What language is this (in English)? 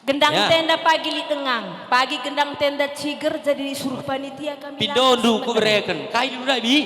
Batak Karo